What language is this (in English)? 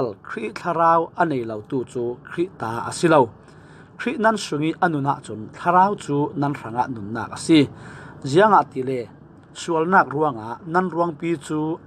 Falam Chin